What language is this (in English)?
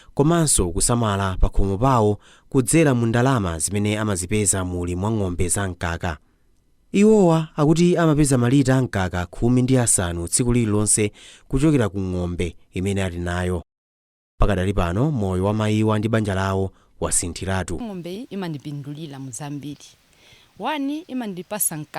Nyanja